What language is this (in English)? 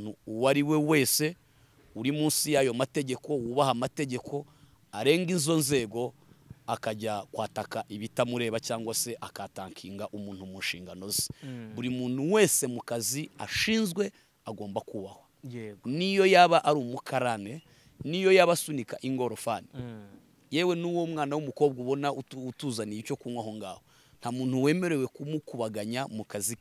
Kinyarwanda